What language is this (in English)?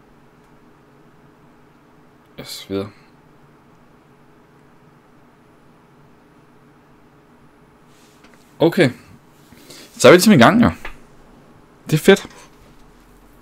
Danish